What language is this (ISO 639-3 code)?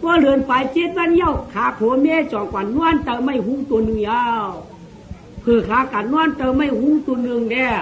shn